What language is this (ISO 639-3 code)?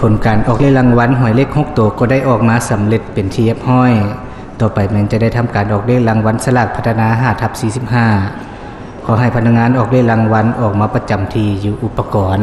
lao